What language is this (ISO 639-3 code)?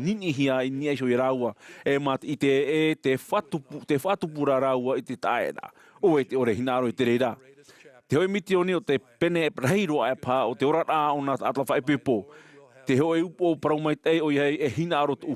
tah